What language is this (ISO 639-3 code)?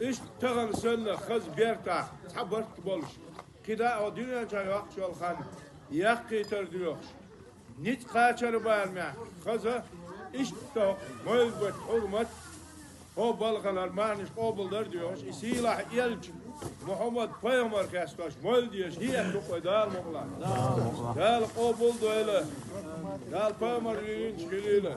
che